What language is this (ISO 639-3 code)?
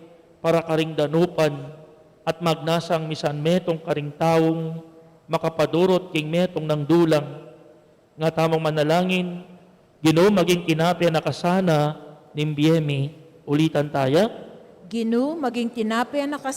pam